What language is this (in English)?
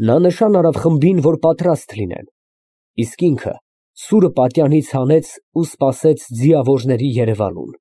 Armenian